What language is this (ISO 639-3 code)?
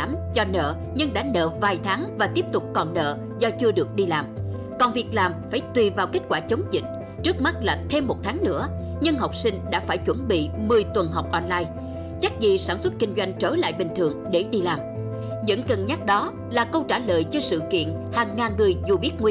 vie